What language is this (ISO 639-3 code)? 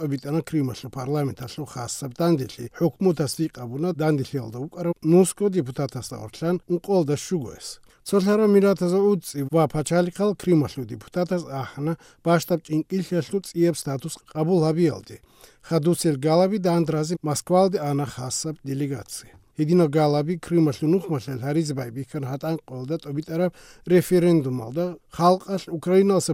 ava